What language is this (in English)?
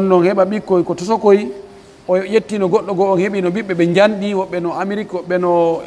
Pular